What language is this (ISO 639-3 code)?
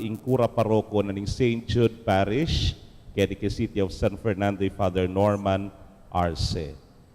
pam